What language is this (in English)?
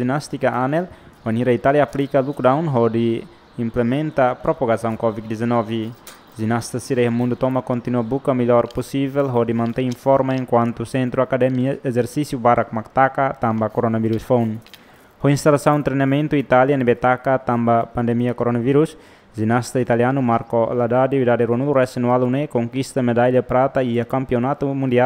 Tetum